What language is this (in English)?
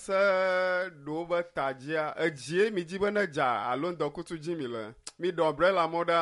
Ewe